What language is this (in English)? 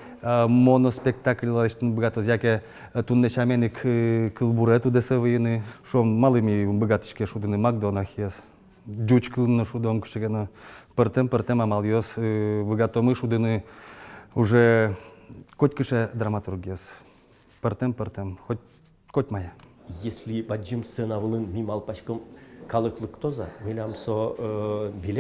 Udmurt